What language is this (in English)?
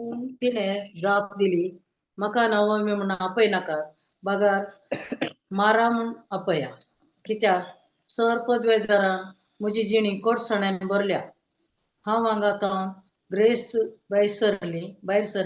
Konkani